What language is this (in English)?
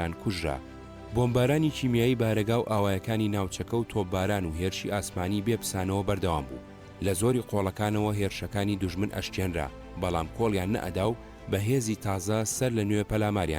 Central Kurdish